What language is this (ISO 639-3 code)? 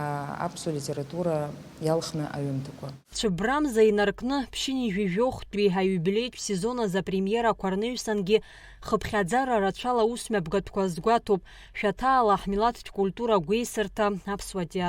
abk